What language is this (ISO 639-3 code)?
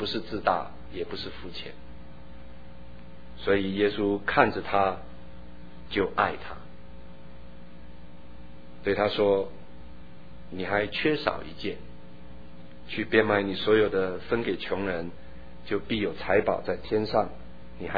zho